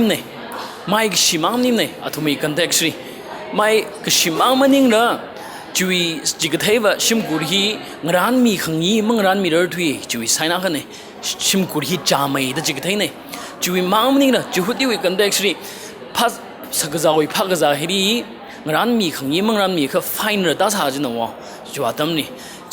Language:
Tangkhul Naga (India)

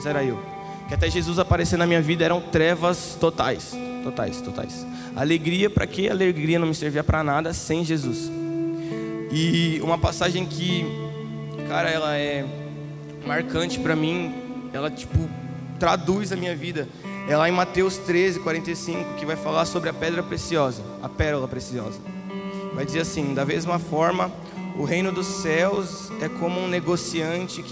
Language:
Portuguese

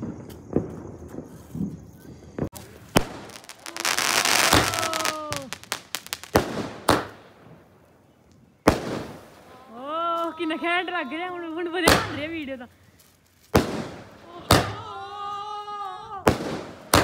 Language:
Punjabi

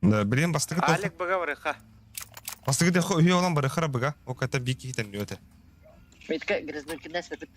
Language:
Yakut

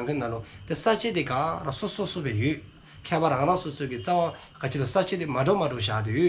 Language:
Dzongkha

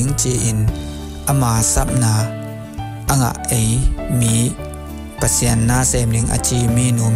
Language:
Tedim Chin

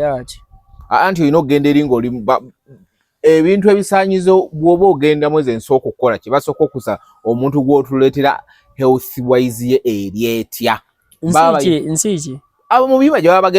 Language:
Ganda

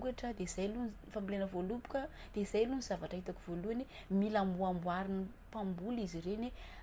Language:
Malagasy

